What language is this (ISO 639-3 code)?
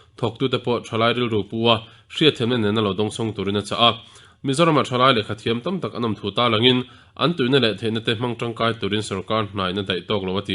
lus